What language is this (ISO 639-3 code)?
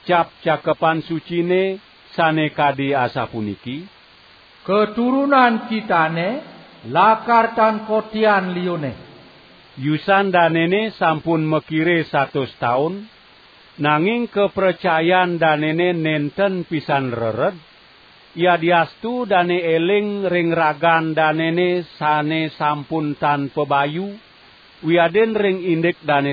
ban